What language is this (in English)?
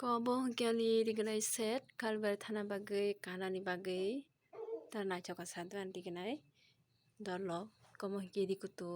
Kok Borok